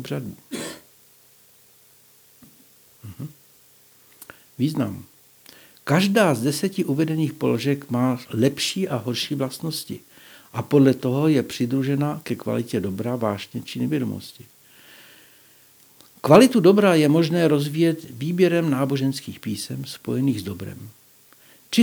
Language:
Czech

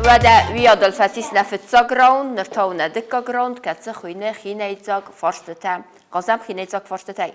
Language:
Ossetic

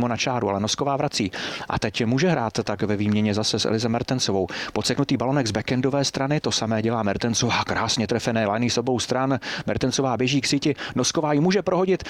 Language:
Czech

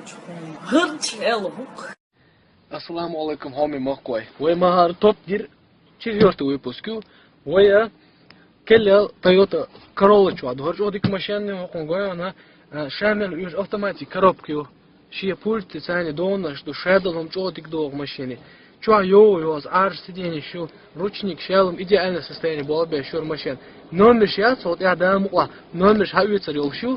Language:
Chechen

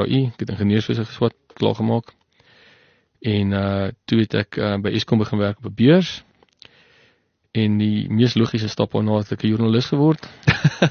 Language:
Afrikaans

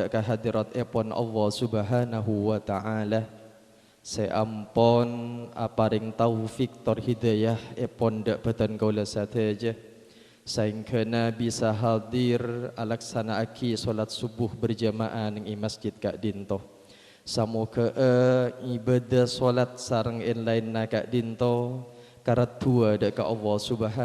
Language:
Madurese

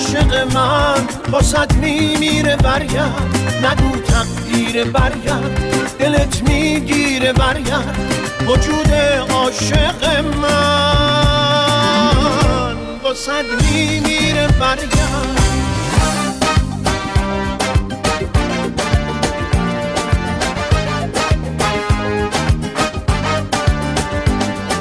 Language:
Persian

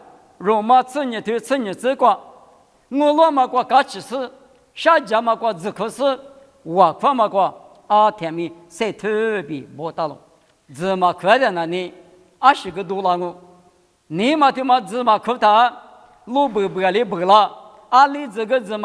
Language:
Lisu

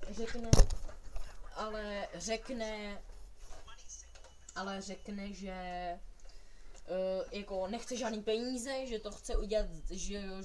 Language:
Czech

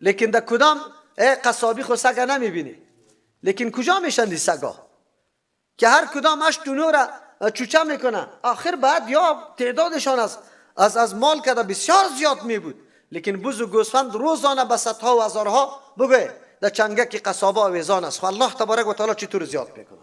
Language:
Persian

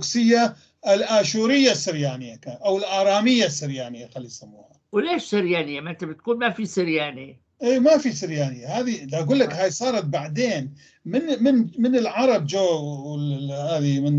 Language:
North Levantine Arabic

